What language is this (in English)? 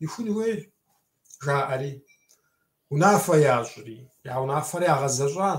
Kabardian